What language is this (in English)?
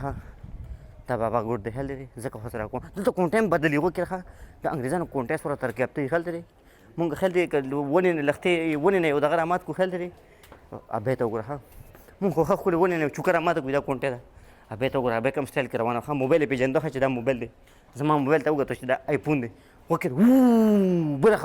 Pashto